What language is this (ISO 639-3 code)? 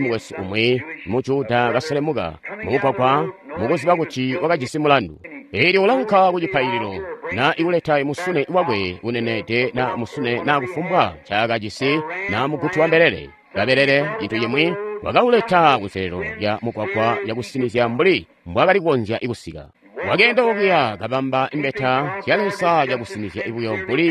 toi